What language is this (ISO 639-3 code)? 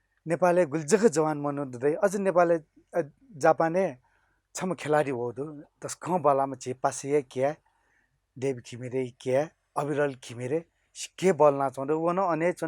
new